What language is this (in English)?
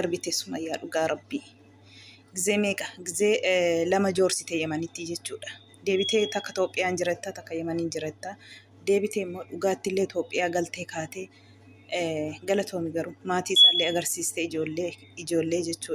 Oromo